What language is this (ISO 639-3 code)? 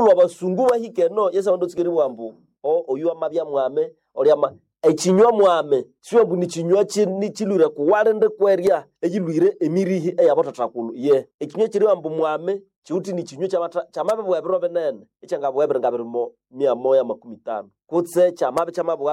nnb